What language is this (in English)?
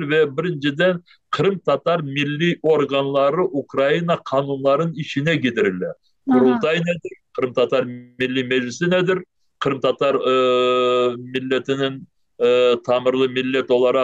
Crimean Tatar